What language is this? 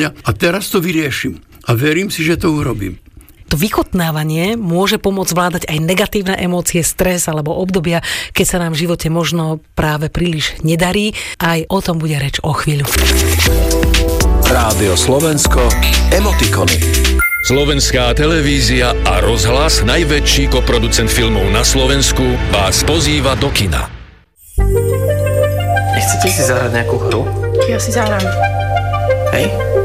Slovak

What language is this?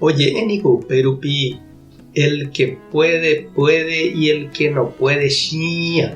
Guarani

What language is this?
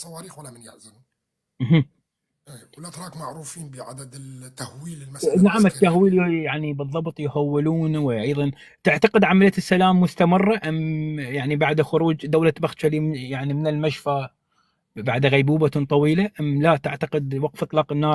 North Levantine Arabic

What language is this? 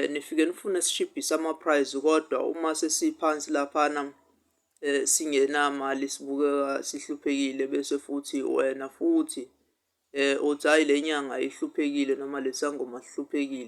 Zulu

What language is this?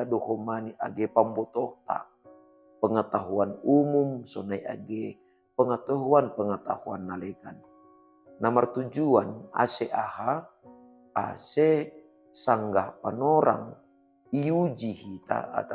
Batak Simalungun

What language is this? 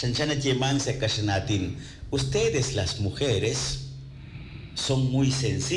Kekchí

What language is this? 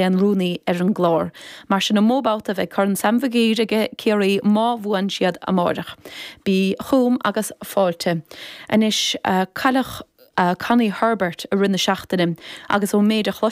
Irish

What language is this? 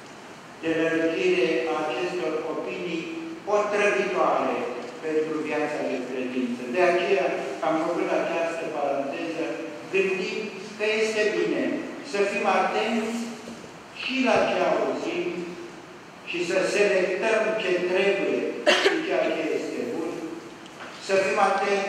Romanian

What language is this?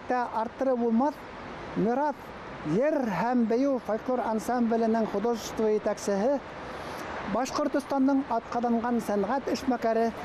Bashkir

